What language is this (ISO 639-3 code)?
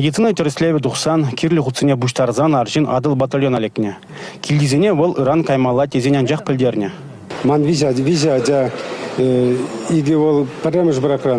chv